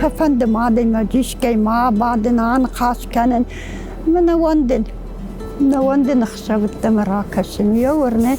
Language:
Ossetic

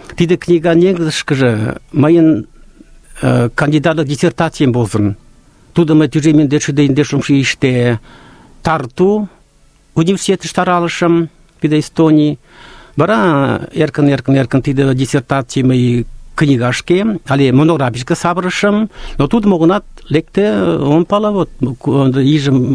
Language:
Mari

